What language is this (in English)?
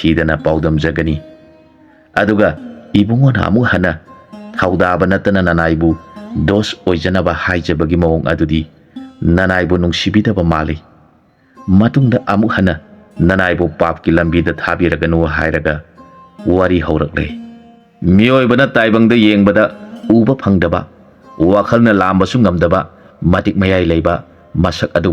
Manipuri